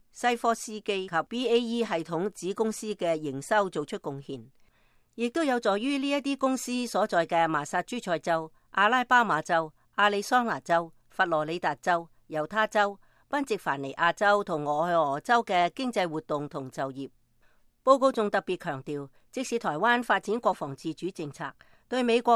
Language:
Cantonese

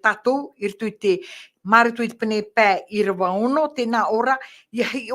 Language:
Tahitian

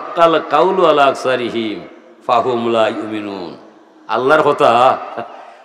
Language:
Sylheti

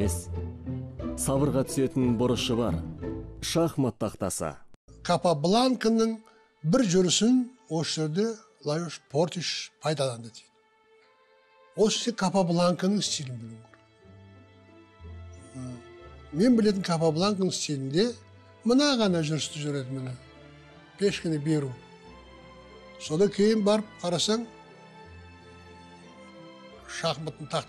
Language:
Kazakh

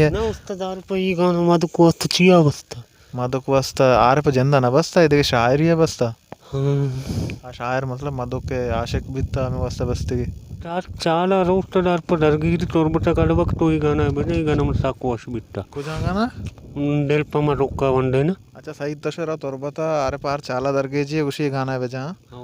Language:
Baluchi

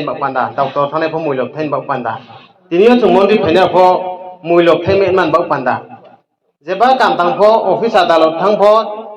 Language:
Riang (India)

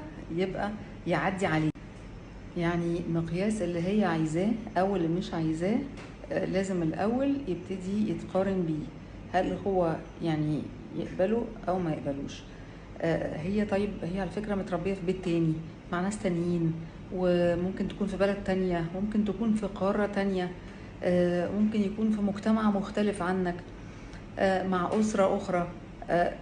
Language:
Egyptian Arabic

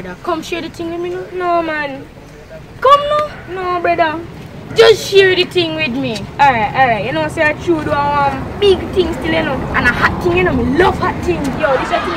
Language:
Jamaican Creole English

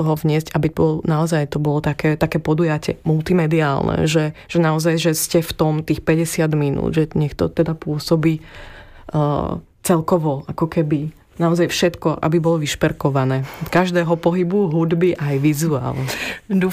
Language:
Slovak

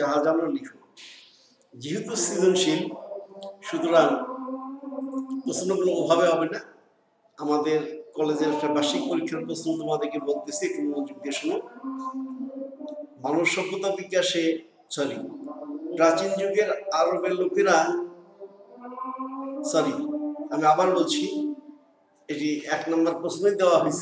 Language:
Bangla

